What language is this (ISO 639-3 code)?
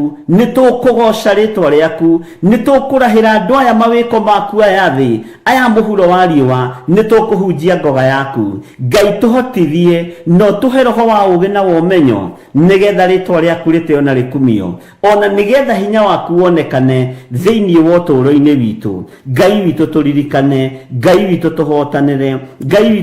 kik